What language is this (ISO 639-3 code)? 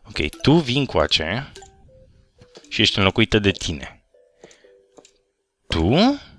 ron